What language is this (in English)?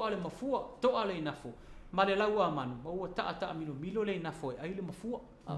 Samoan